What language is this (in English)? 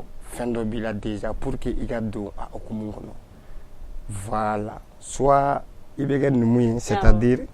Bambara